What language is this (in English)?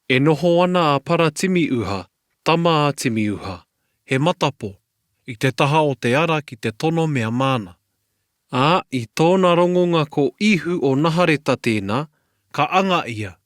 Māori